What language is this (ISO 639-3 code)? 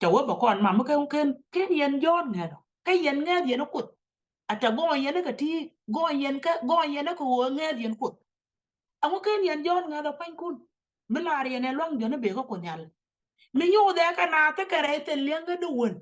nus